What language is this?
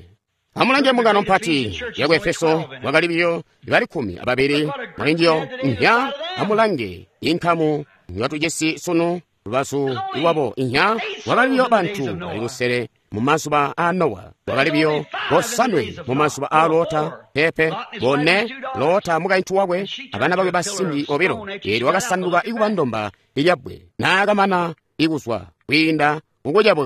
Tonga (Zambia)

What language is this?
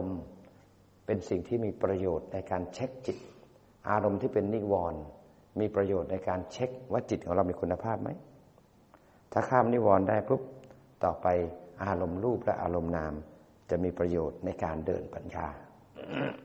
Thai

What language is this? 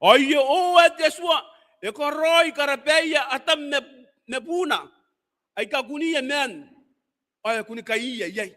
Gilbertese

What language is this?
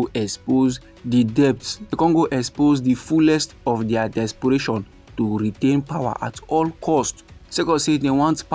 Nigerian Pidgin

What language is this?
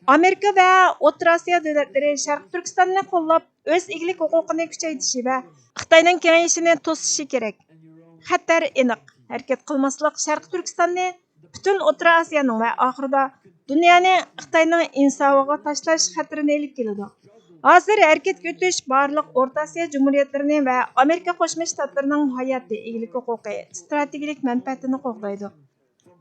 Uyghur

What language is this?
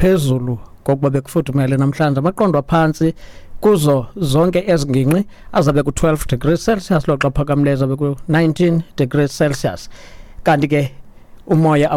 Xhosa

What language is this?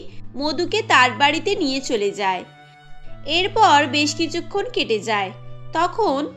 Bangla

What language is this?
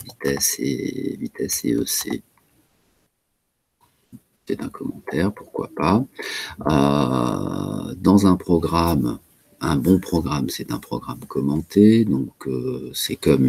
French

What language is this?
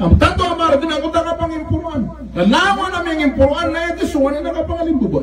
Maranao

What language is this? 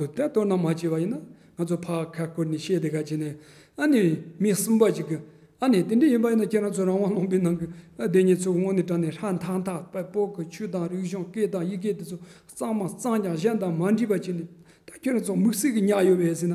Tibetan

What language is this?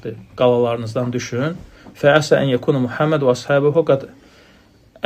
Azerbaijani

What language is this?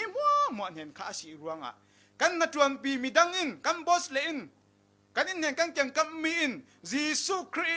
Falam Chin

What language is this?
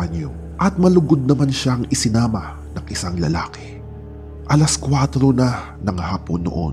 Filipino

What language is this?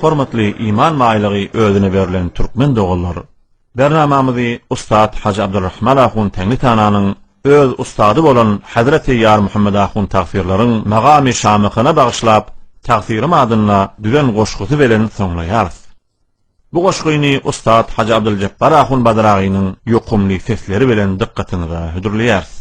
Turkmen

